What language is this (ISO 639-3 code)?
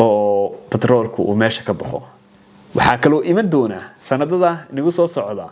som